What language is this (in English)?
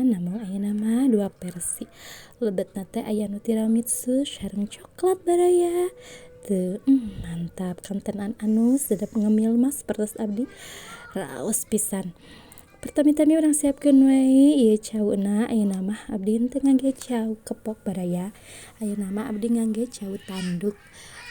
Sundanese